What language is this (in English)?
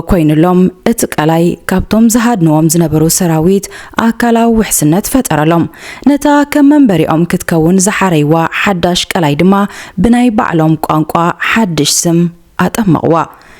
Tigrinya